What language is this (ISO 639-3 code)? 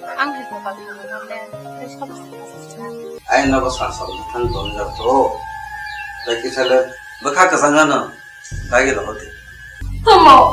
trp